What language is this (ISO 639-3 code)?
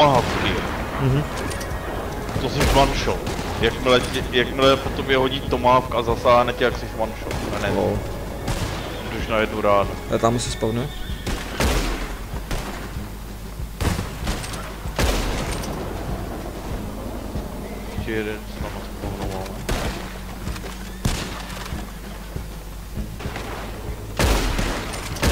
ces